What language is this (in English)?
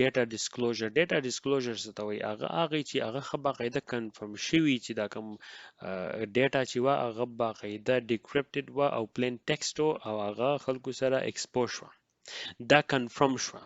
Pashto